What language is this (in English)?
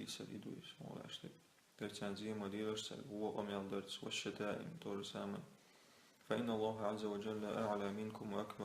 Chechen